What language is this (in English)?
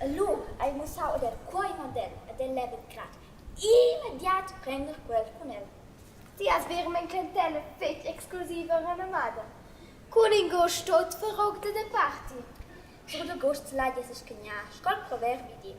Romansh